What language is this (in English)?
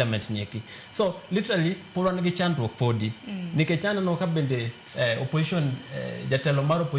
Luo (Kenya and Tanzania)